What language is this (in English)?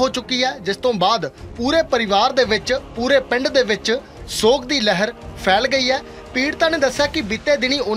Punjabi